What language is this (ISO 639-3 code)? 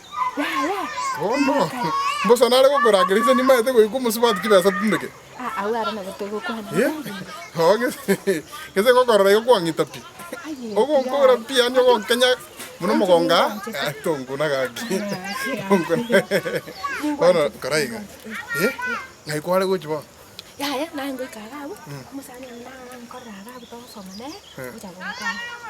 guz